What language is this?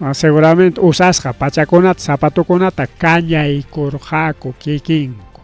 Ayacucho Quechua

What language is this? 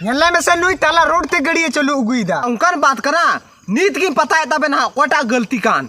Santali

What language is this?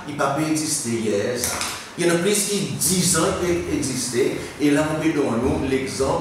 Seselwa Creole French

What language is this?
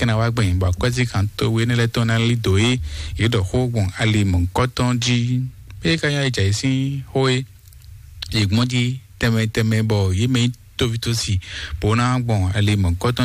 Fon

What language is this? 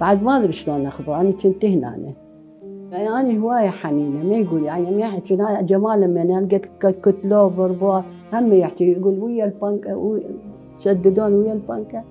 Mesopotamian Arabic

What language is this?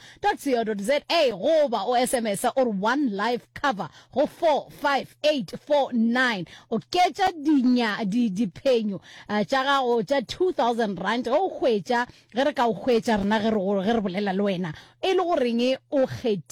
Northern Sotho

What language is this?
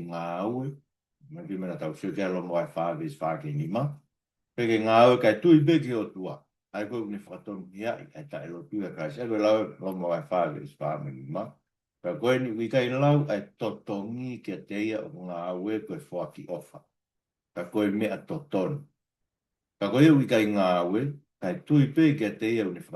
Tongan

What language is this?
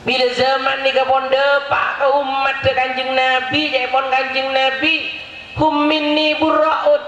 Madurese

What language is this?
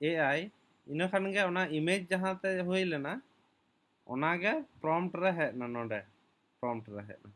Santali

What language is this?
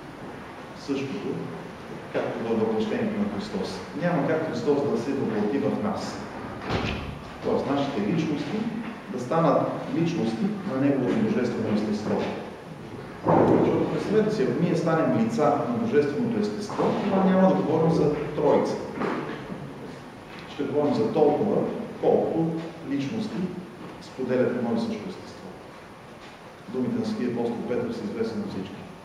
Bulgarian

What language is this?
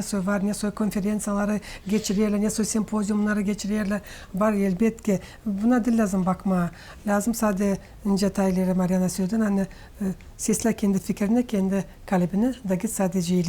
Gagauz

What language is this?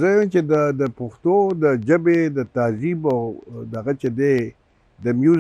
Pashto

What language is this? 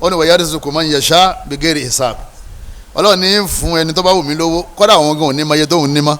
Yoruba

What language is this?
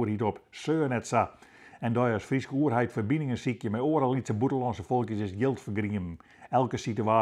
Western Frisian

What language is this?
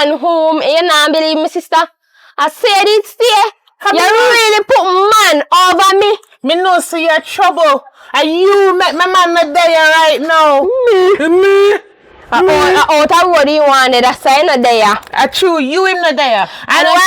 Jamaican Creole English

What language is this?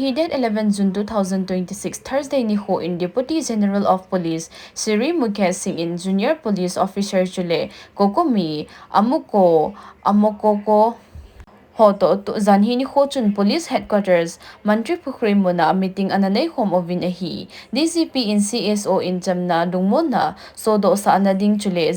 Thado Chin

